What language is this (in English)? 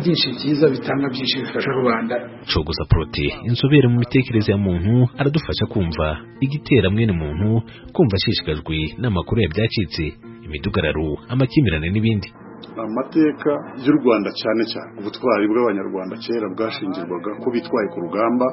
Kinyarwanda